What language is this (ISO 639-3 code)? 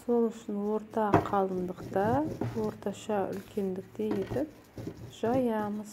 kaz